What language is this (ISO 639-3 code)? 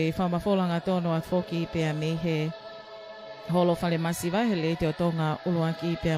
ton